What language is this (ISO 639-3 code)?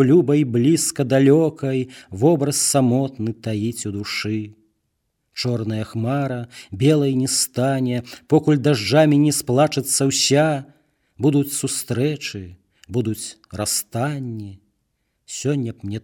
bel